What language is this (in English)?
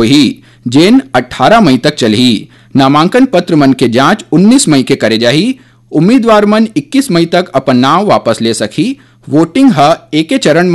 Chhattisgarhi